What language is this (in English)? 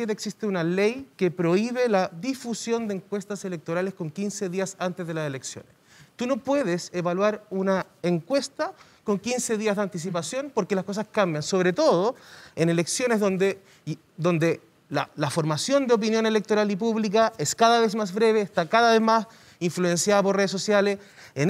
Spanish